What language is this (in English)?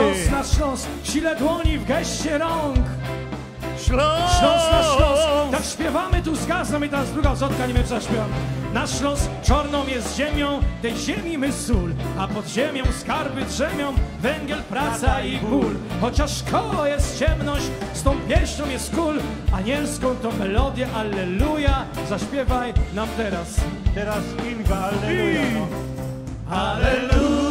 Silesian